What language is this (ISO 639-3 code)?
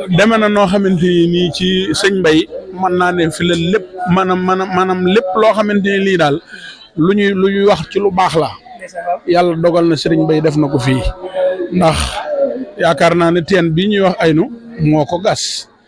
wol